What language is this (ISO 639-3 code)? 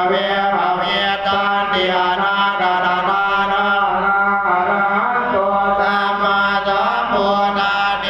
pli